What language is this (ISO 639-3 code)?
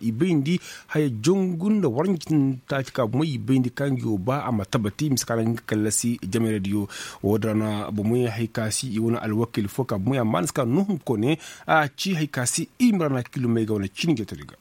ses